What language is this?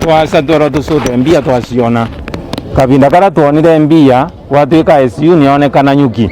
Meru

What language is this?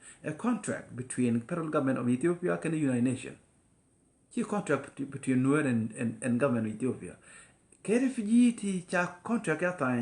Nuer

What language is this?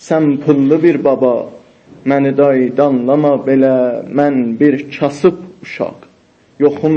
South Azerbaijani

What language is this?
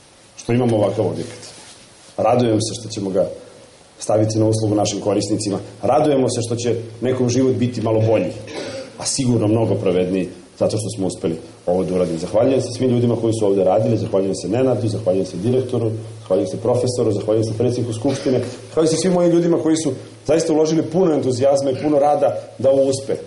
Serbian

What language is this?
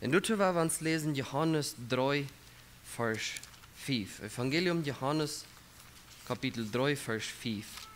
Plautdietsch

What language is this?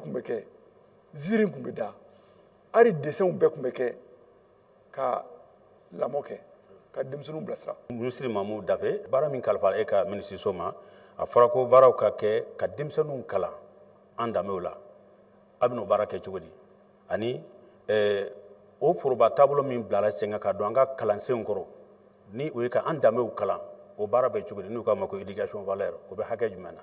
Bambara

